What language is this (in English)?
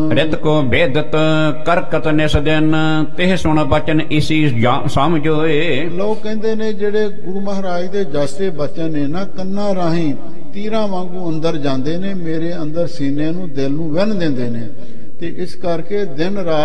Punjabi